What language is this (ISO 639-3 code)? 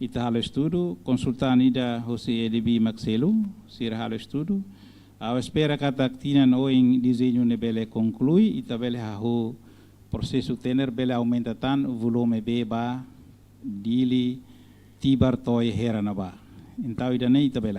tet